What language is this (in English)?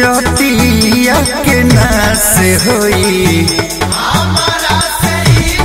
Bhojpuri